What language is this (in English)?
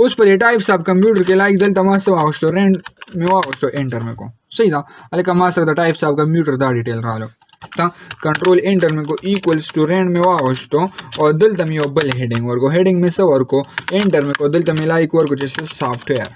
Pashto